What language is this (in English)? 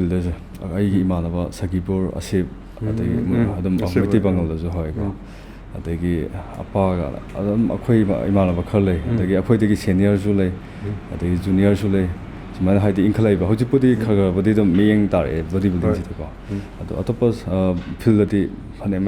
Manipuri